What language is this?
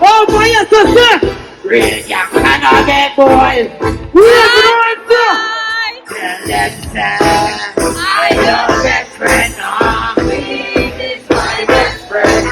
Jamaican Creole English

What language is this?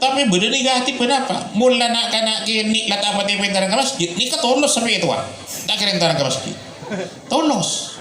Madurese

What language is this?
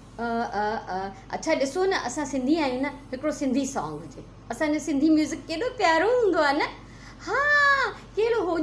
Sindhi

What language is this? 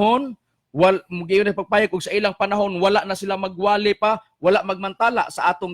Cebuano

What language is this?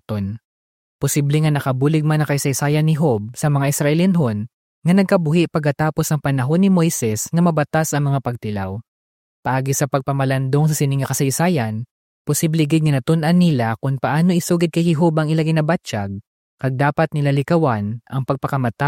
Hiligaynon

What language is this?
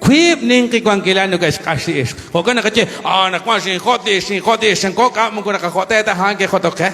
Kekchí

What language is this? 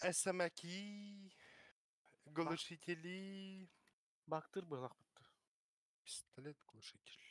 Yakut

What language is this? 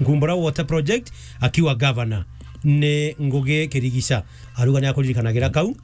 Meru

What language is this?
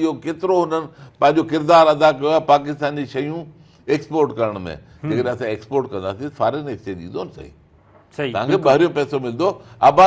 Sindhi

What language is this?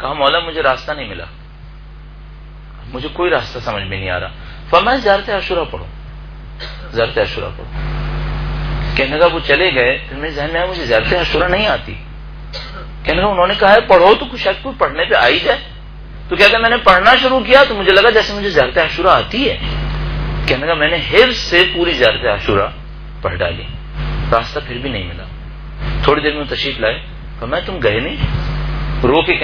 Urdu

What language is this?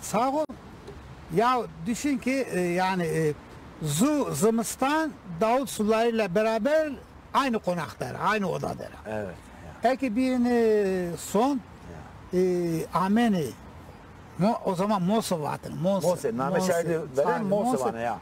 Zaza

